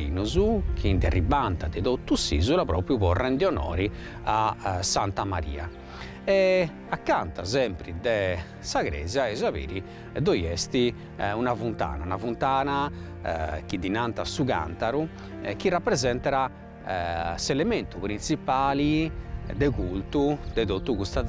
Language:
Sardinian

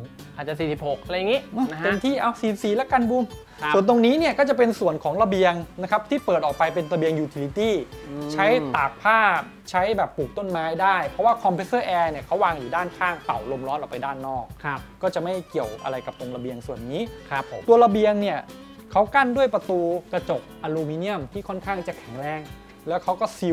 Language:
Thai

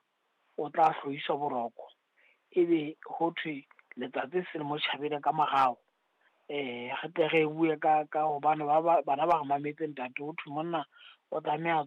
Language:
Southern Sotho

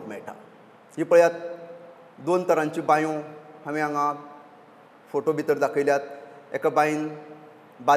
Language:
Konkani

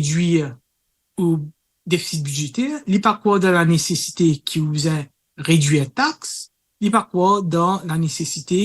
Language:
Morisyen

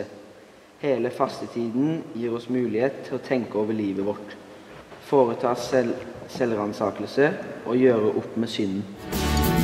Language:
Norwegian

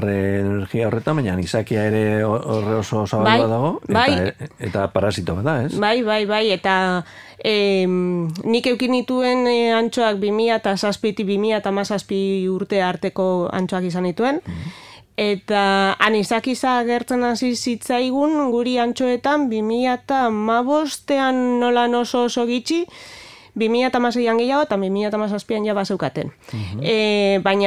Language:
Basque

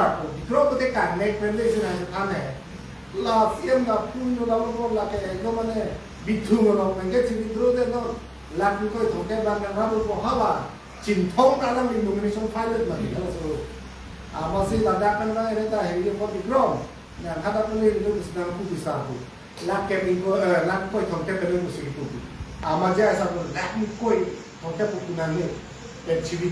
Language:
Karbi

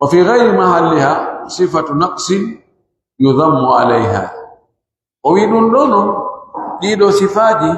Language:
Pular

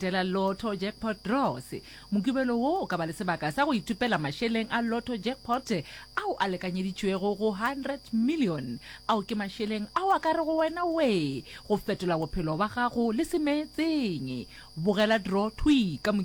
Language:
Northern Sotho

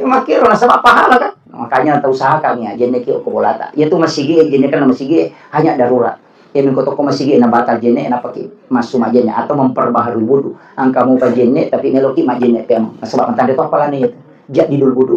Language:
Buginese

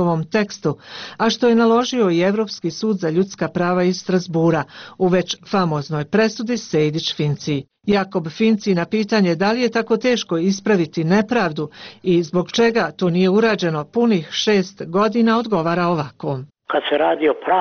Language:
Bosnian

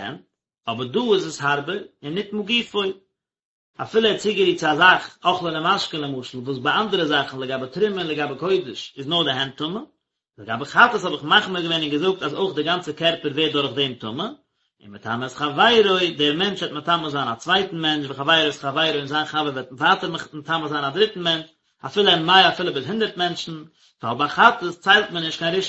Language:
Yiddish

